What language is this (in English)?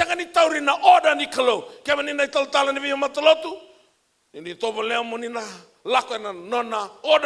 Fijian